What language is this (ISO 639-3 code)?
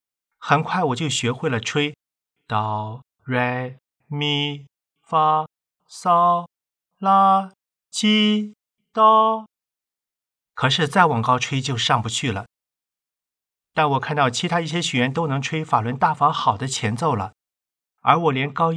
zho